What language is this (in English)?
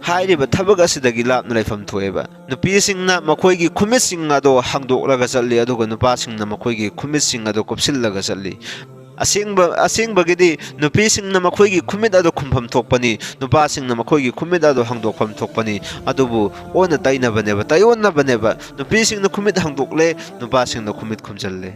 Manipuri